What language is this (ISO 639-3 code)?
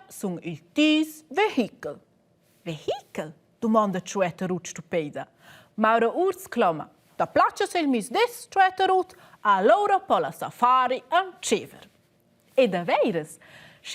roh